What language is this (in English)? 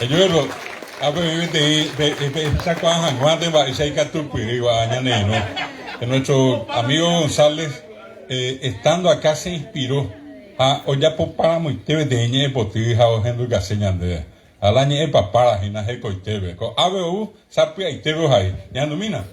Guarani